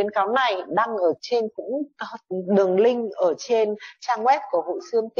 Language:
Vietnamese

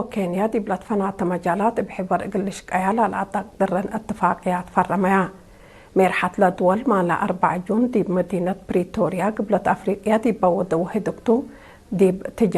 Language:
Tigre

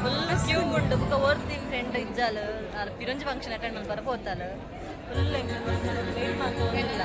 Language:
Tulu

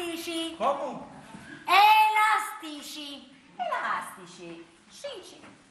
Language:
Sicilian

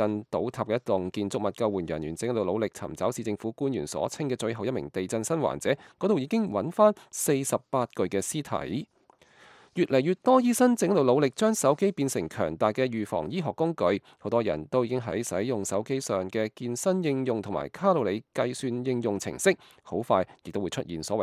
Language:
Cantonese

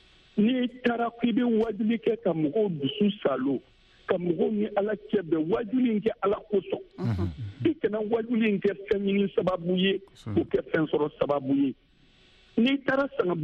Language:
Bambara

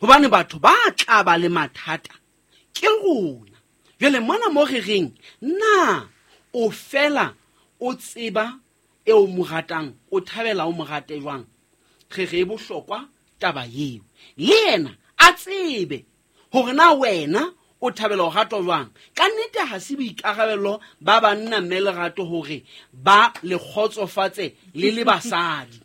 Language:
Southern Sotho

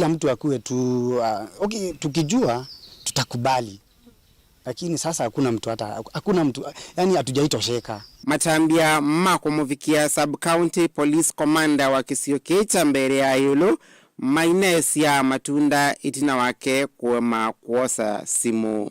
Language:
Kamba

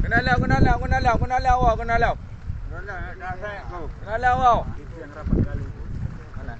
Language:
Achinese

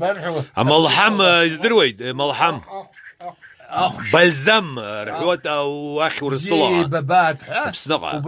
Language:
Abkhazian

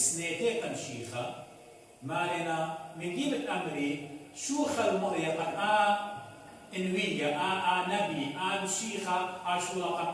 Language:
Assyrian Neo-Aramaic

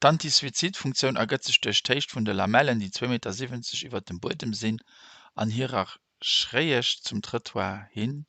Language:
Luxembourgish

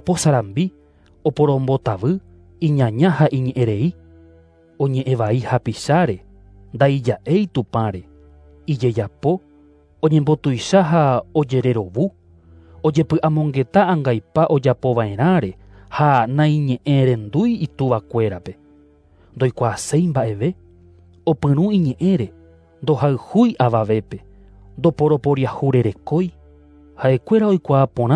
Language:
Guarani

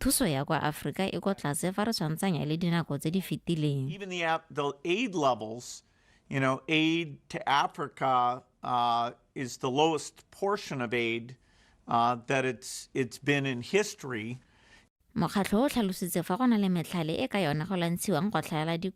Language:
Tswana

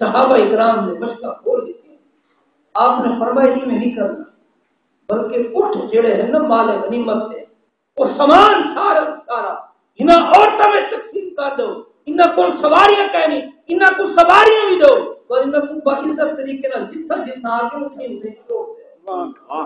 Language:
Saraiki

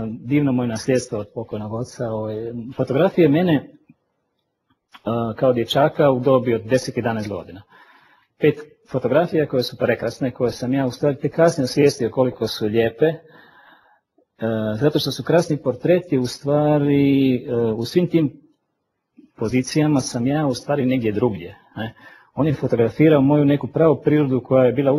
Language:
Croatian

